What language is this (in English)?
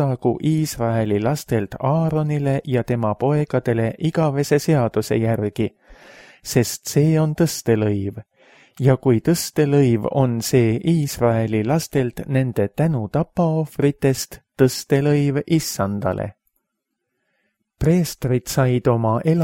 Estonian